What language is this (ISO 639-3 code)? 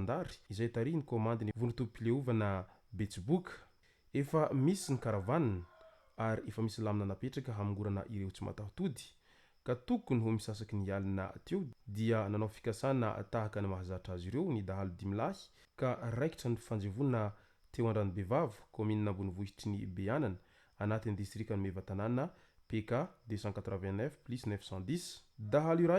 mlg